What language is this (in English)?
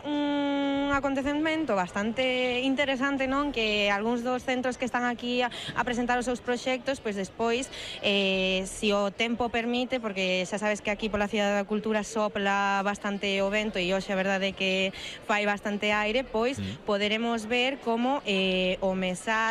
Galician